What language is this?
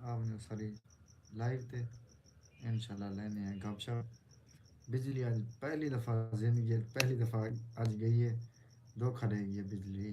Saraiki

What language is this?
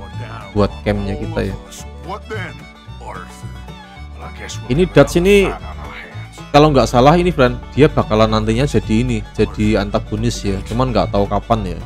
Indonesian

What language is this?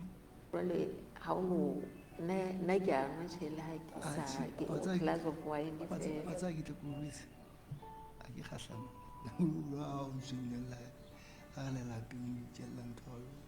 Southern Sotho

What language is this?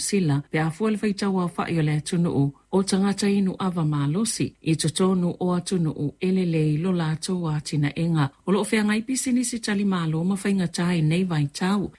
Samoan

